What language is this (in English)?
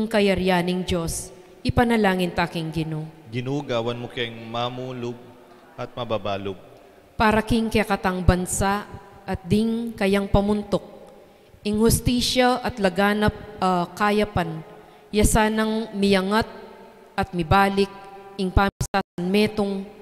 Pampanga